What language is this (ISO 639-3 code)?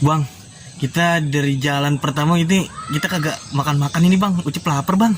bew